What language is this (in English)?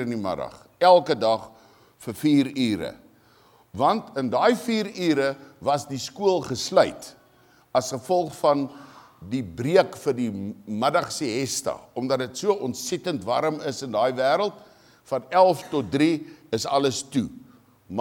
Afrikaans